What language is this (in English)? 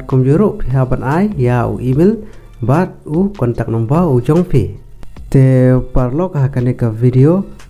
Khasi